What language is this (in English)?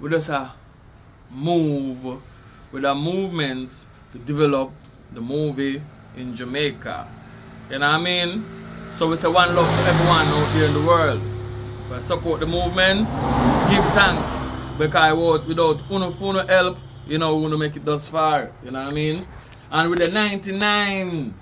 Jamaican Creole English